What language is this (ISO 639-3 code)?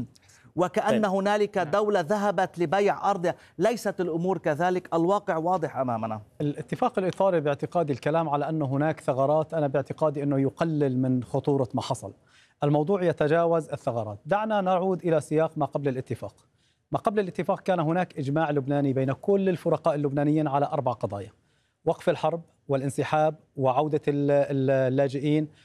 ara